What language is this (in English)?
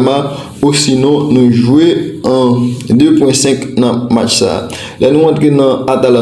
Haitian Creole